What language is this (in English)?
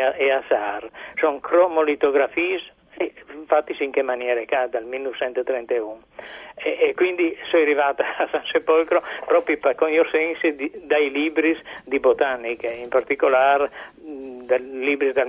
Friulian